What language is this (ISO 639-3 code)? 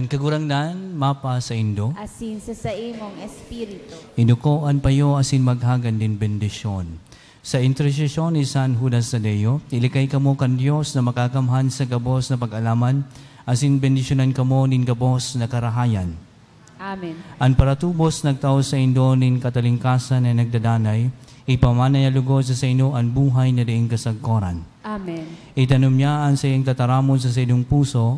bik